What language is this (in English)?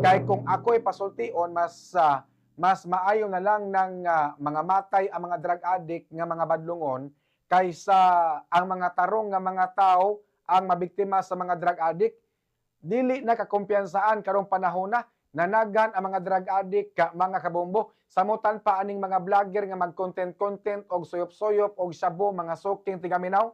Cebuano